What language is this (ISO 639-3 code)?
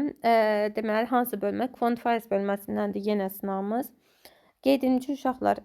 aze